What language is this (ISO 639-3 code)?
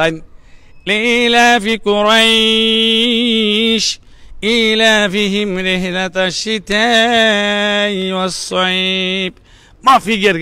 syl